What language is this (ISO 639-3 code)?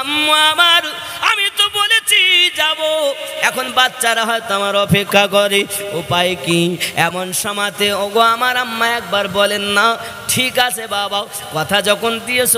ben